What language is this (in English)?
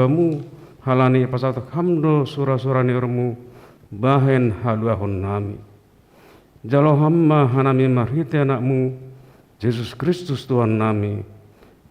Batak Simalungun